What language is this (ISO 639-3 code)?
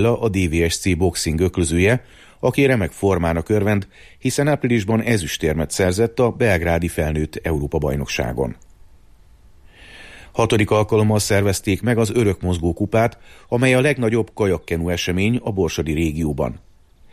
hun